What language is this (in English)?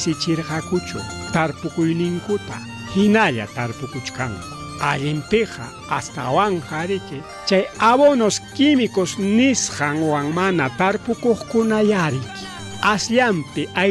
Ayacucho Quechua